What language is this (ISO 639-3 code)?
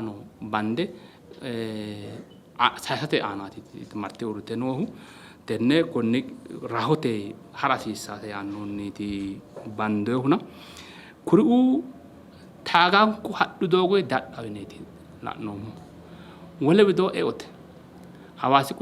sid